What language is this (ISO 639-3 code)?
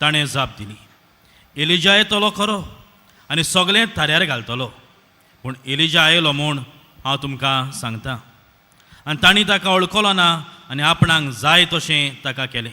kok